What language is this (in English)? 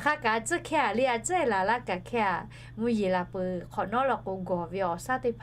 Lahu